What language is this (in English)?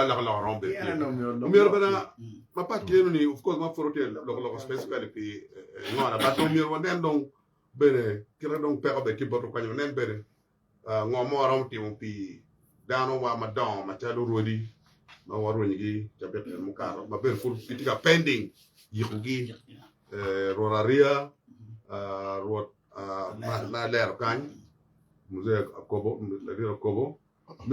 Acoli